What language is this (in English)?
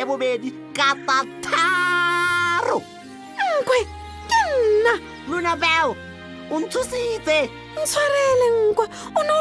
Tswana